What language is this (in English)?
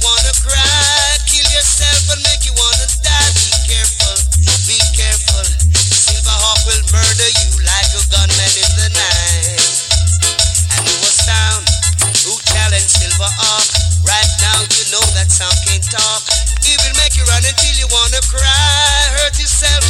Jamaican Creole English